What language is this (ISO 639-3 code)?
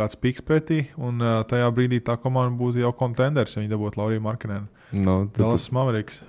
lav